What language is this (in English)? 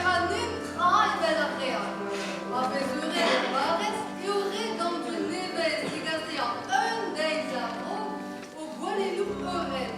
Breton